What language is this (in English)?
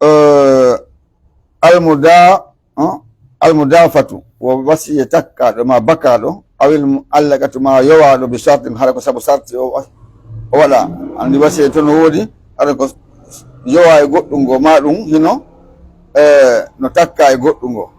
Pular